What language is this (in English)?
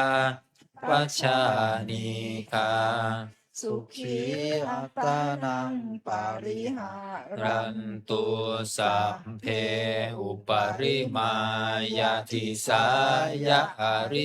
Pali